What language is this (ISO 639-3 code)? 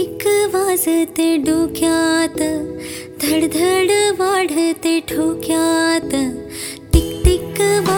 mar